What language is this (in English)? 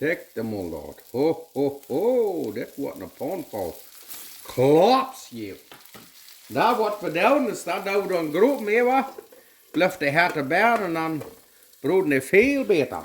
Plautdietsch